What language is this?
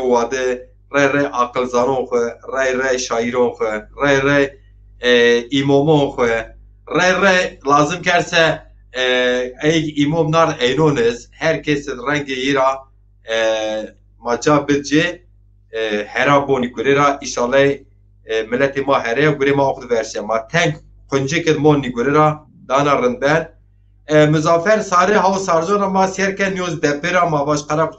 Zaza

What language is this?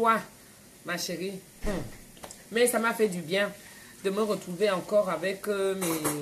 French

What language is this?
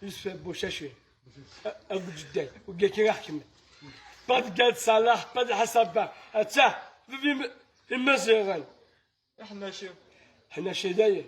Kabyle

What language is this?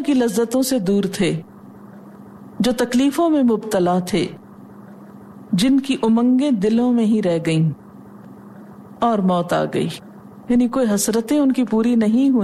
Urdu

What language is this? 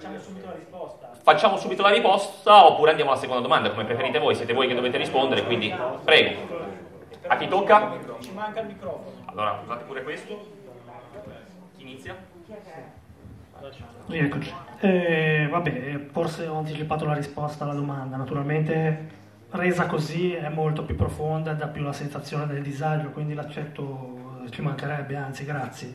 Italian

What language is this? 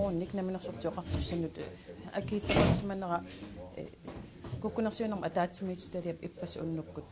Kalaallisut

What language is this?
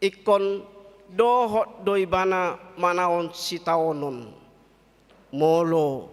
Batak Toba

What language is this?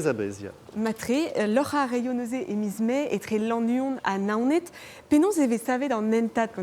Breton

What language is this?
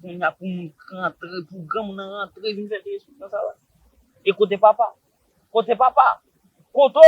Haitian Creole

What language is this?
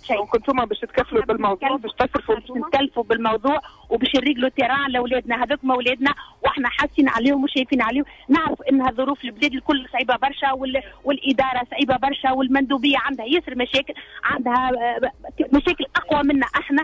Tunisian Arabic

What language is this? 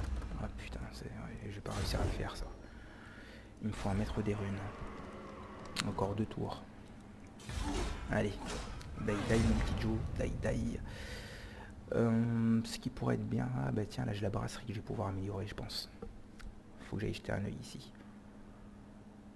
French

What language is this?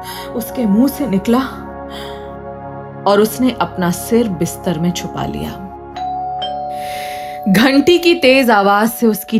Hindi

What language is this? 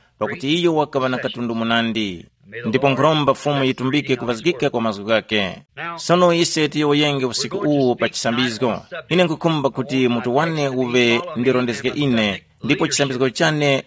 Tumbuka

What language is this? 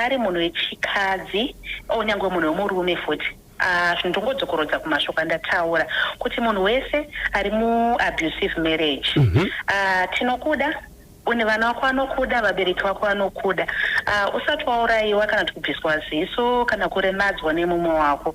Shona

